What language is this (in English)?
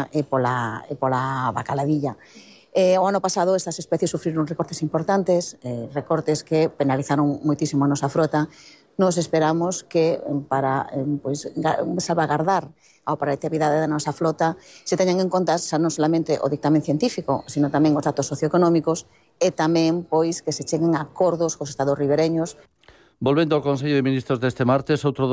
Galician